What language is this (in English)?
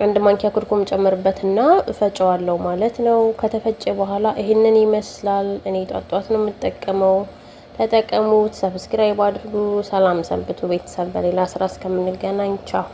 Amharic